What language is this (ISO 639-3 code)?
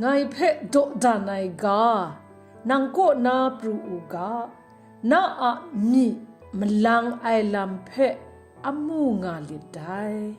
kac